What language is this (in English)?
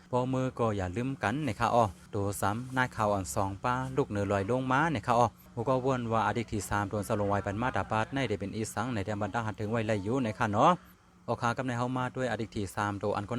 Shan